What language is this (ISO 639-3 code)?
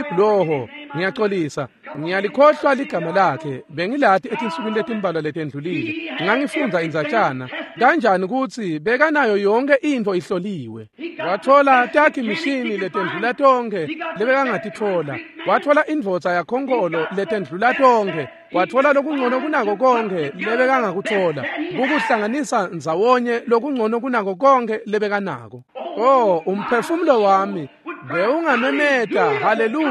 ssw